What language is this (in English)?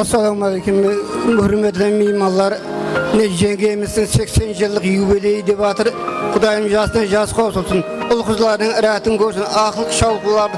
Kara-Kalpak